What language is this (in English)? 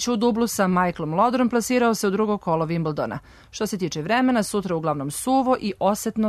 Serbian